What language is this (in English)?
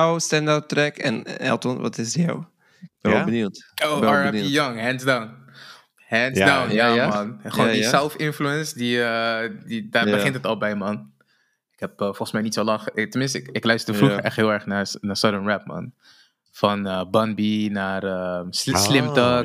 Dutch